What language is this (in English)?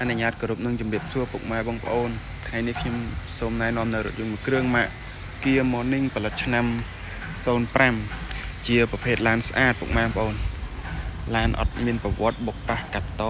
Khmer